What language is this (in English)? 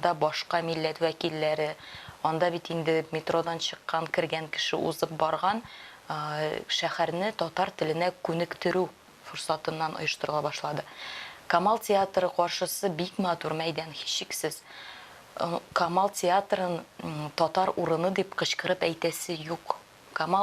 Tatar